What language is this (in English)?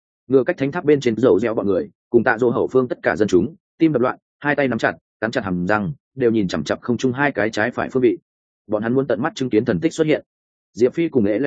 Vietnamese